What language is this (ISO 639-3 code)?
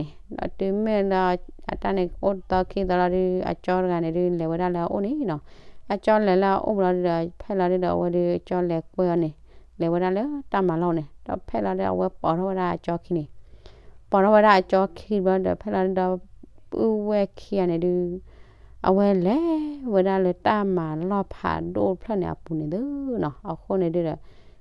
ksw